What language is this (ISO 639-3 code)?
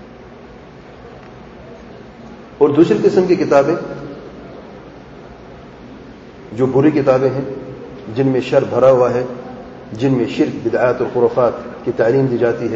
urd